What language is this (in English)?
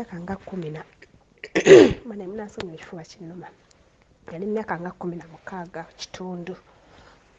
Ganda